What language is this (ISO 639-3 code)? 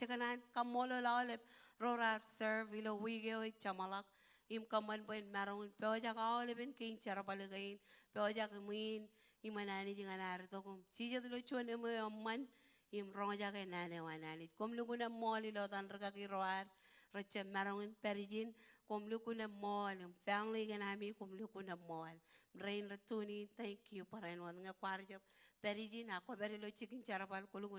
mah